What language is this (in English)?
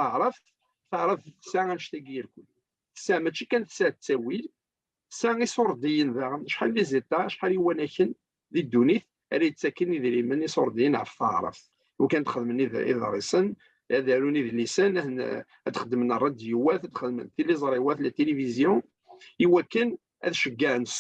Kabyle